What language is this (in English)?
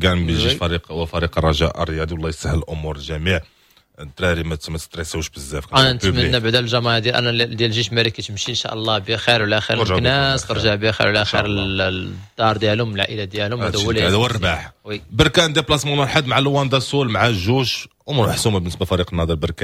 Moroccan Arabic